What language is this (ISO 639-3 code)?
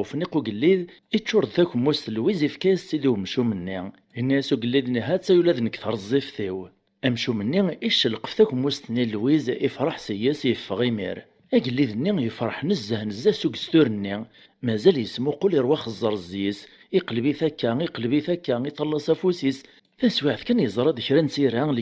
kab